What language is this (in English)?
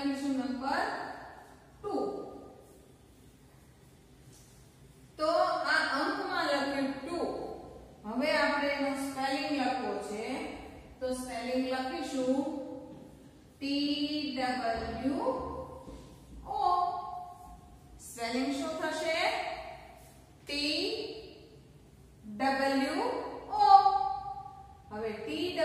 Gujarati